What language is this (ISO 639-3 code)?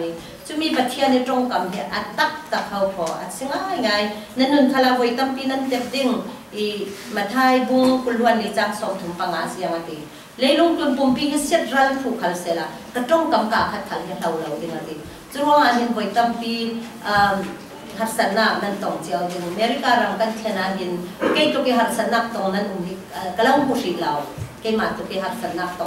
cfm